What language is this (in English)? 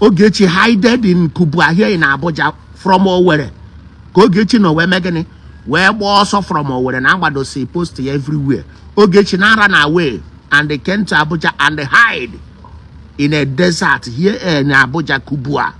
Igbo